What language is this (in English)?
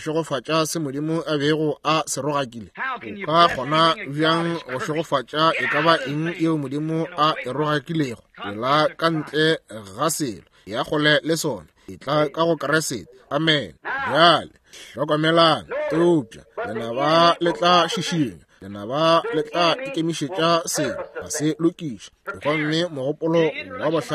Northern Sotho